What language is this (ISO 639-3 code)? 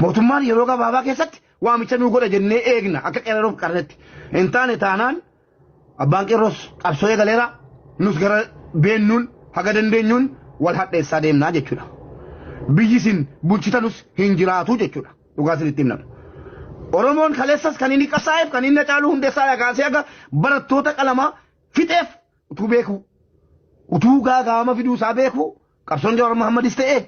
orm